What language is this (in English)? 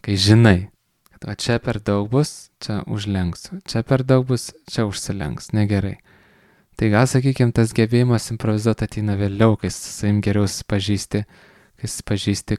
Lithuanian